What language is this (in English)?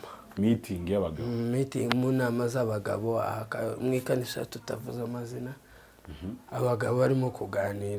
Kinyarwanda